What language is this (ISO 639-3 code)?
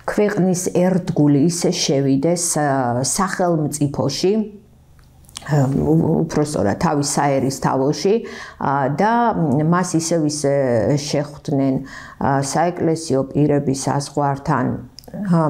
kat